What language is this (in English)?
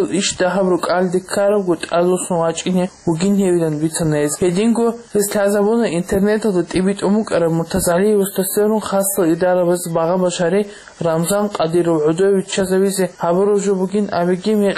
Avaric